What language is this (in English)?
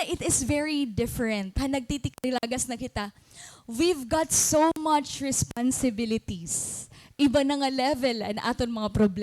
Waray